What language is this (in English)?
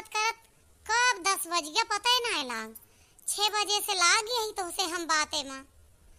Awadhi